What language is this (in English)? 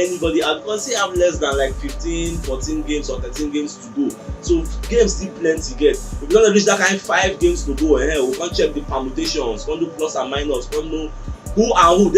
Nigerian Pidgin